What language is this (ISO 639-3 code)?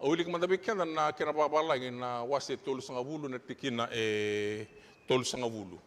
fij